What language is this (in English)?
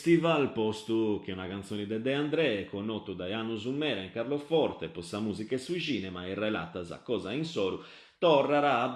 Sardinian